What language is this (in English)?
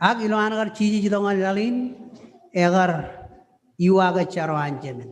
Marshallese